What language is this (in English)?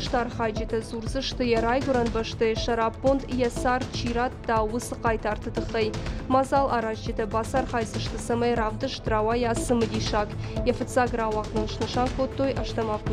Ossetic